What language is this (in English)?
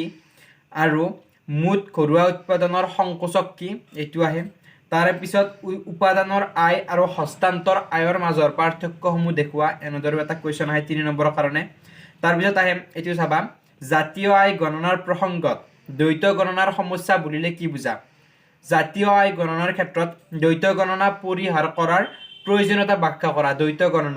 Assamese